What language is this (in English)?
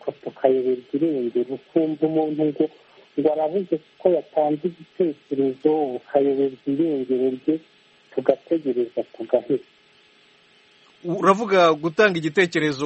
Kinyarwanda